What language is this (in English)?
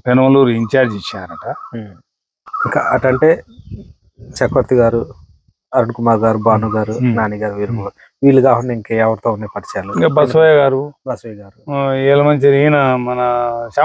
Telugu